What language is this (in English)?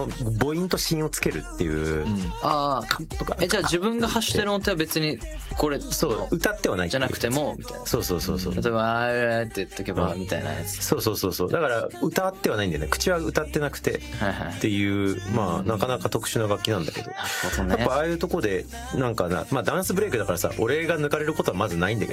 Japanese